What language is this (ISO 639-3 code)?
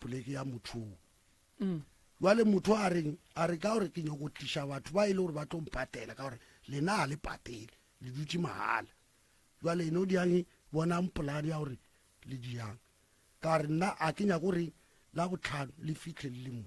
nso